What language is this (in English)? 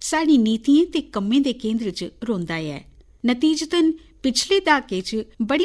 Dogri